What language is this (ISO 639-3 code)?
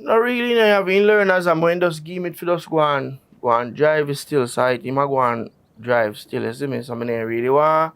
jam